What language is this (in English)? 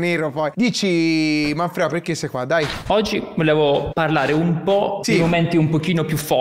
Italian